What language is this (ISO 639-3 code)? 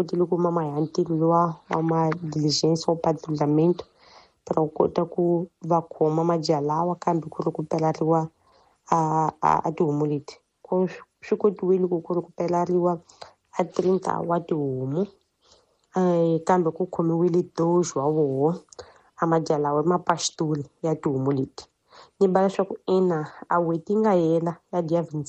tso